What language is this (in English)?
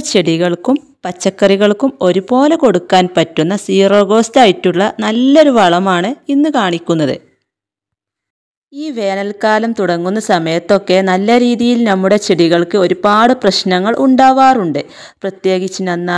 Malayalam